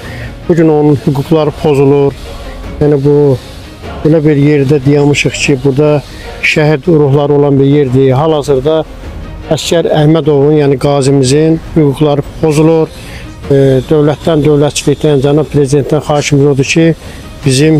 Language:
Azerbaijani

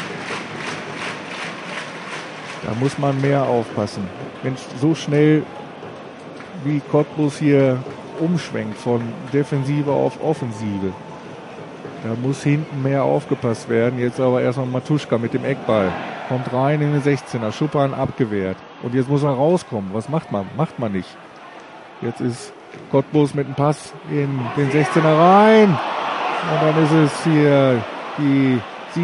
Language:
German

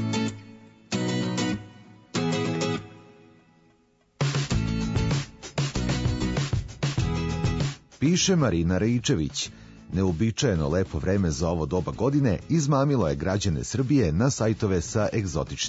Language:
Serbian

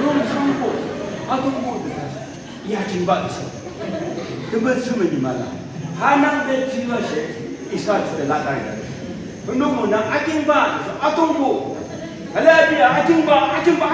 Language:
Yimchungru Naga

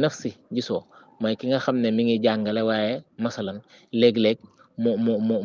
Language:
Wolof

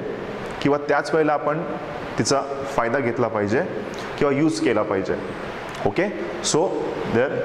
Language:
Marathi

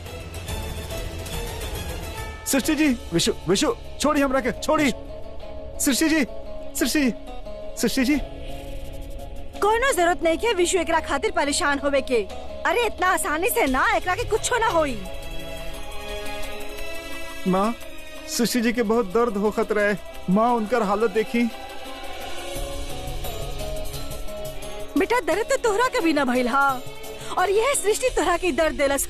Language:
Bhojpuri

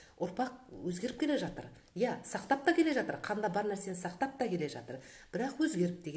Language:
Kazakh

